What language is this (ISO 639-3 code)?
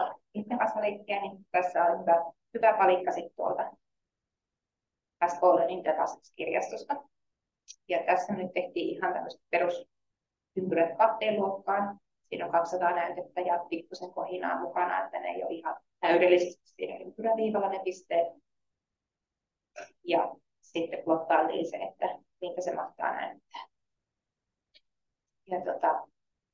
fin